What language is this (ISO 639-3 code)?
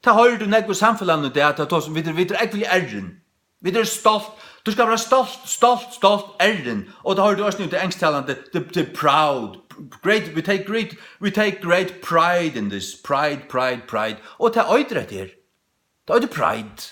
fao